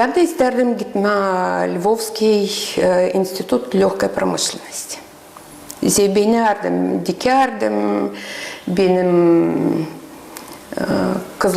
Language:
Gagauz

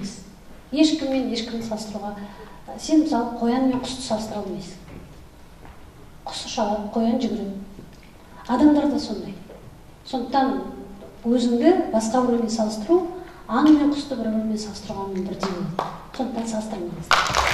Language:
Kazakh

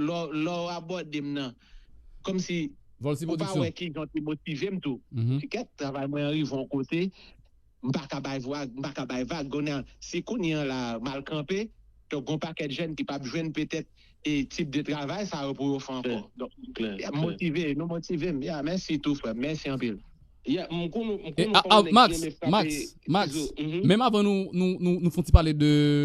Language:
Haitian Creole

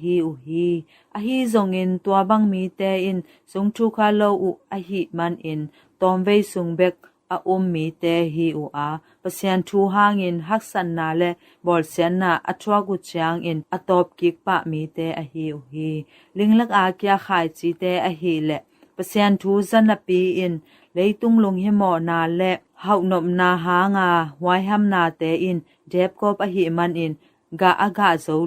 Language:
Tedim Chin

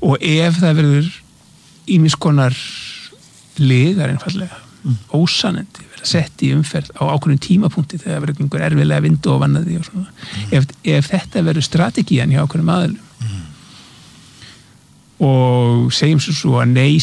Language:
Icelandic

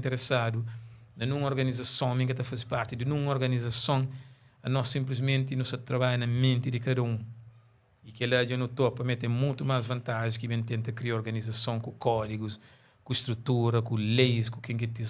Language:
Kabuverdianu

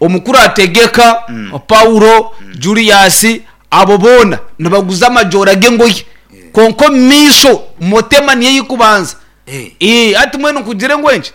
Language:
Nyankole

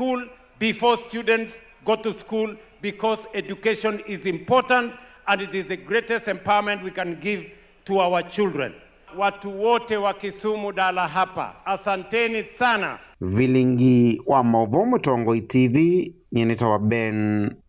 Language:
Kamba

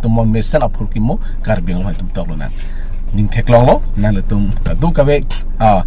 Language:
Karbi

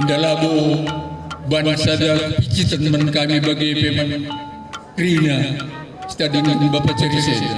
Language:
Batak Karo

